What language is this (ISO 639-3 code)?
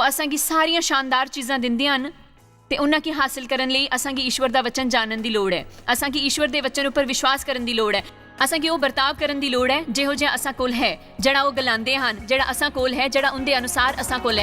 doi